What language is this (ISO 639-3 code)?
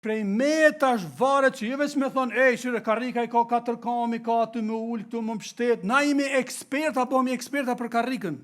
sqi